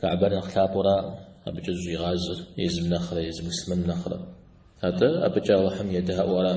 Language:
Kabardian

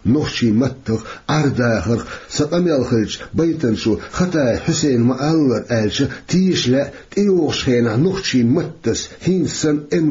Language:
Chechen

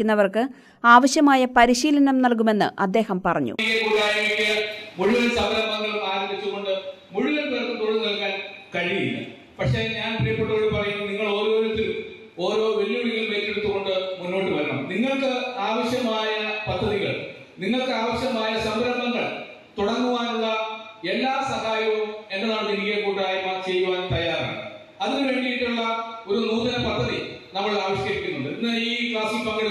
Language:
Malayalam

